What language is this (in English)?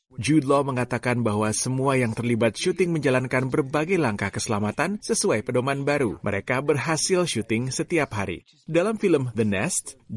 Indonesian